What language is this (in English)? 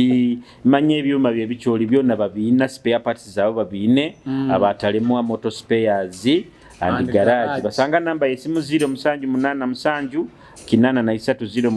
Nyoro